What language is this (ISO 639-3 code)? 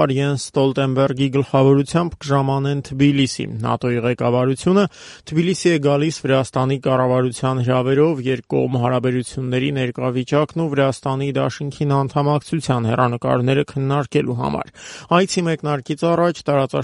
hye